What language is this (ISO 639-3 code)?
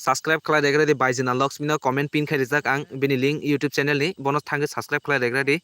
trp